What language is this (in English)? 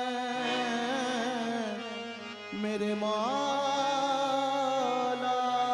Hindi